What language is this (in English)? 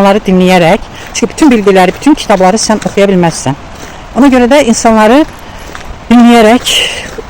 Azerbaijani